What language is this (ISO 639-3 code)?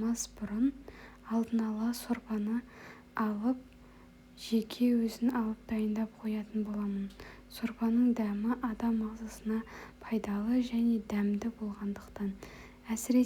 kaz